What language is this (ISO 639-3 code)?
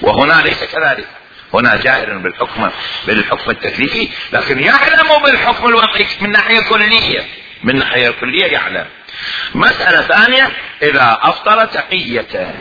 acm